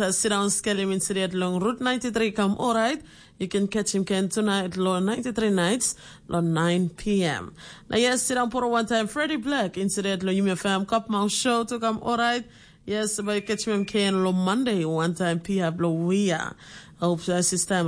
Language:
Tok Pisin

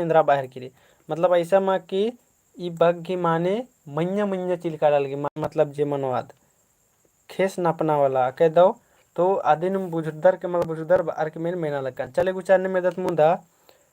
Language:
Kurukh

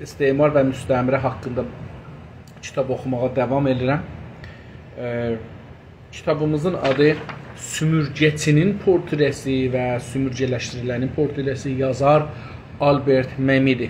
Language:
South Azerbaijani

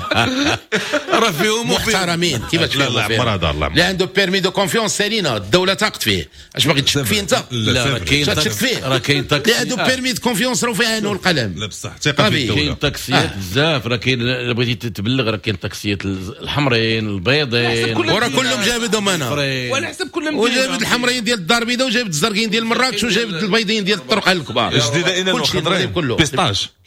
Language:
Moroccan Arabic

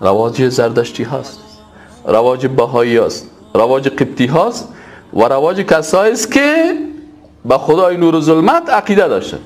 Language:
Persian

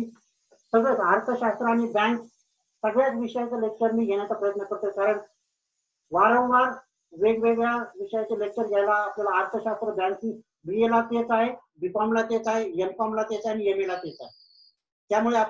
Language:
Marathi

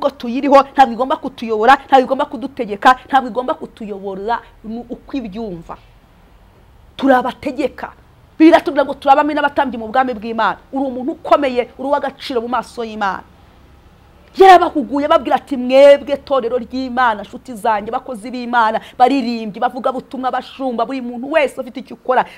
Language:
Kinyarwanda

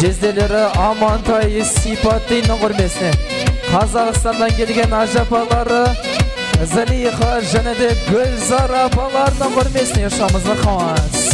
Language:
Kara-Kalpak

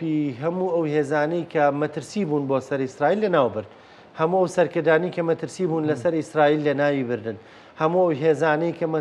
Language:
Central Kurdish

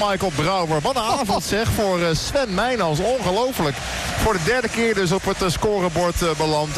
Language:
Dutch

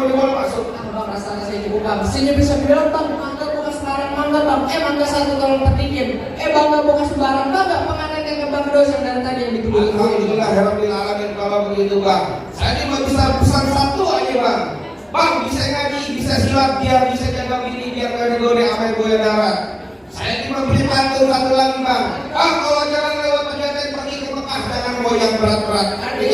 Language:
Betawi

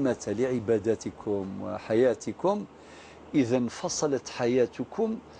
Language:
Algerian Arabic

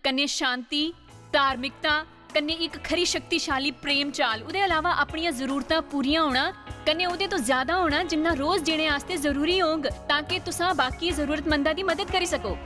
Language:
Dogri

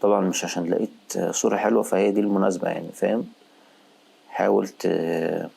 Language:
Egyptian Arabic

